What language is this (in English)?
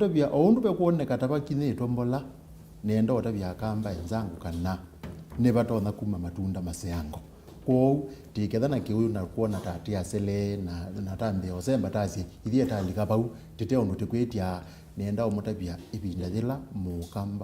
Kamba